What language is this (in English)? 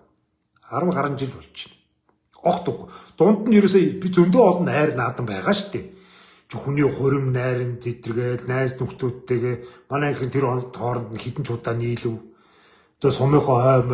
Mongolian